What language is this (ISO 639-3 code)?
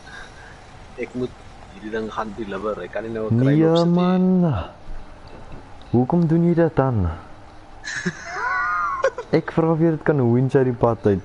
afr